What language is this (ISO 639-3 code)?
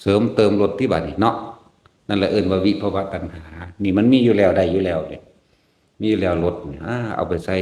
tts